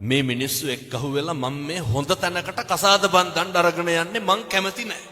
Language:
Sinhala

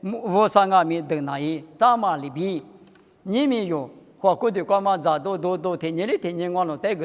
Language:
Lisu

